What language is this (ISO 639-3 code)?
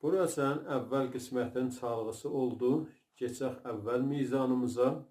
azb